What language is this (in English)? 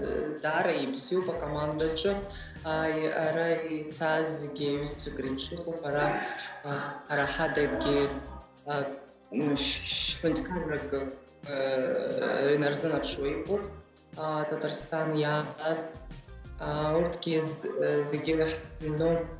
Abkhazian